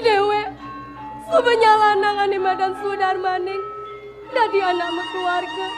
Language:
Balinese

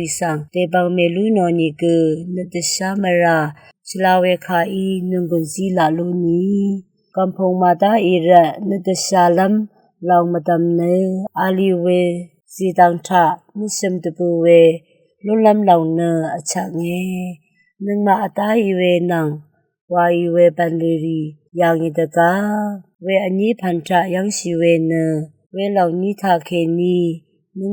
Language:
Rawang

